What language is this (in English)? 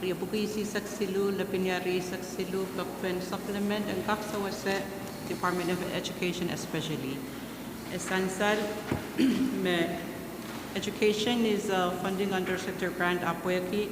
Pohnpeian